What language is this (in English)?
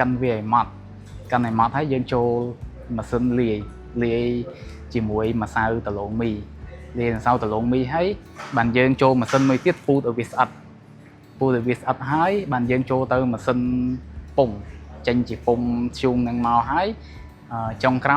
Khmer